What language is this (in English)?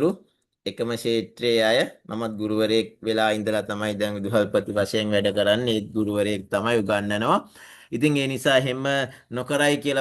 Sinhala